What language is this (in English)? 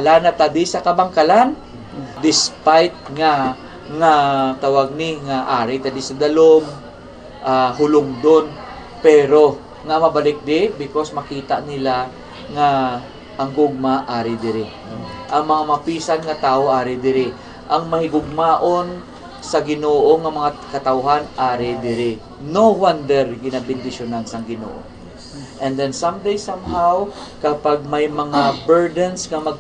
Hiligaynon